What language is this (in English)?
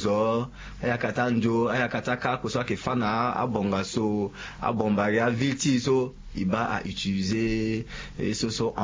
Sango